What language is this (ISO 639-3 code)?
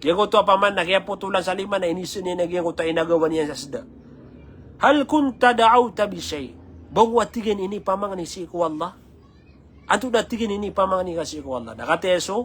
mrw